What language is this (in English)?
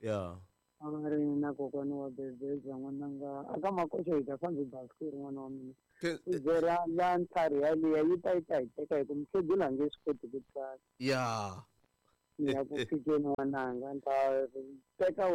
Tsonga